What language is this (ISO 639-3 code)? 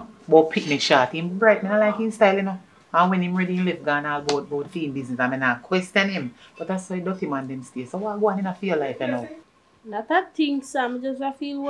jam